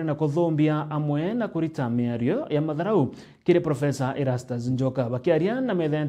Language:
Meru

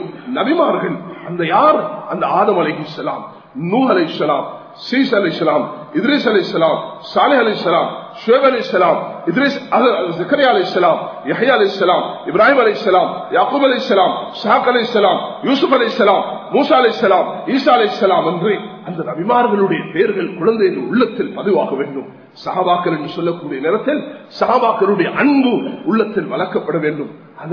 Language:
Tamil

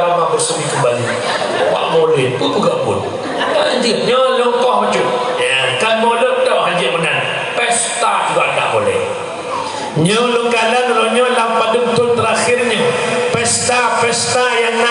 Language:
Achinese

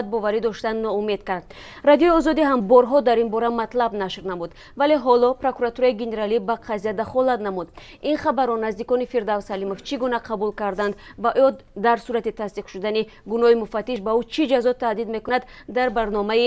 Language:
Tajik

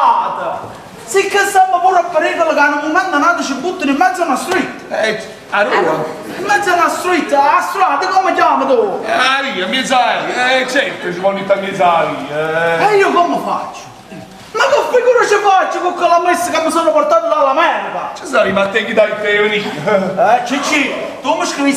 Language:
Neapolitan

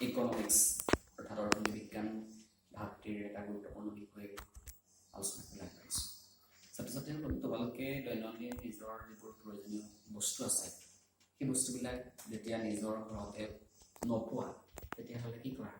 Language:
Assamese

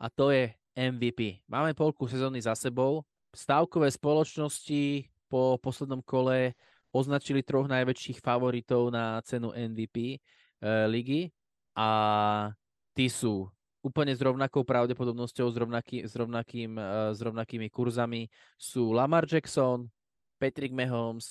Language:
Slovak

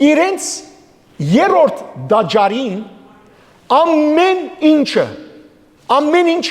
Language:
Western Armenian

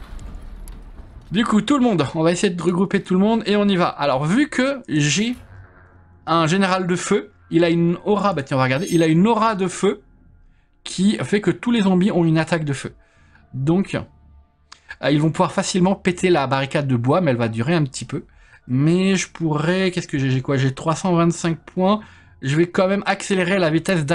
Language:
French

